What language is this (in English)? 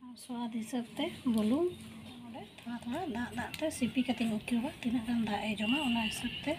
Santali